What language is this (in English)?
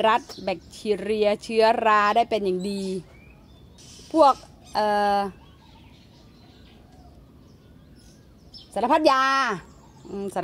Thai